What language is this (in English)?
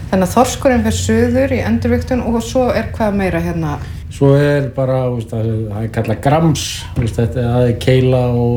Icelandic